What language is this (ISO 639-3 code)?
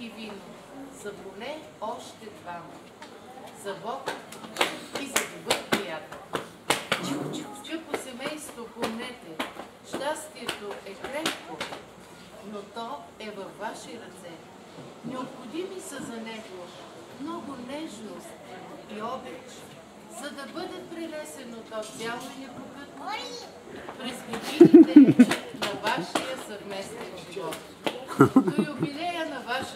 bul